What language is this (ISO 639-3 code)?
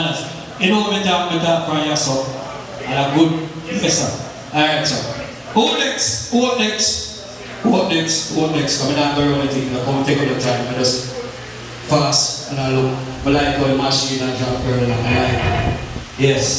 jam